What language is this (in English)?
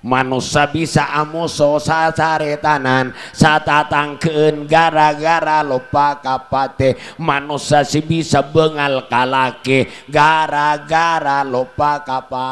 Madurese